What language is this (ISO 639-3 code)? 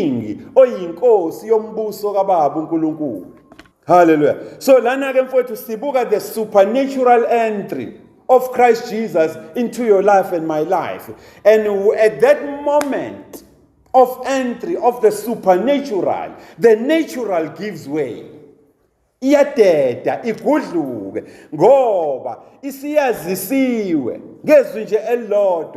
zul